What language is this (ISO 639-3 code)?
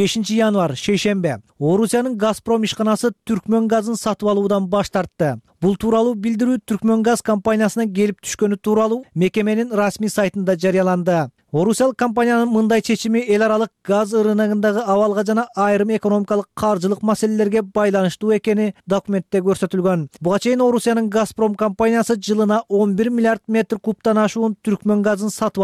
kir